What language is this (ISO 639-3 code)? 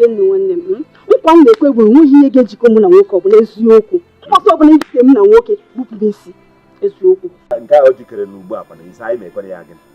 ibo